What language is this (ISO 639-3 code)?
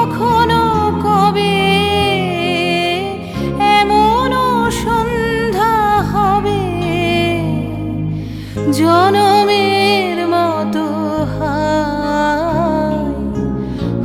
ben